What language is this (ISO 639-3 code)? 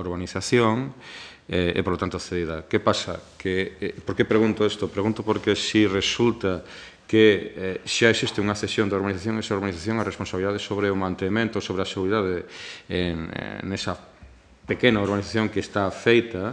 glg